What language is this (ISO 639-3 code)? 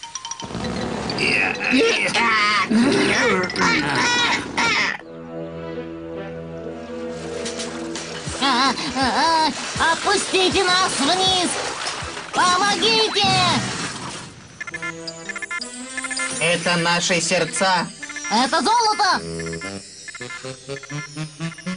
rus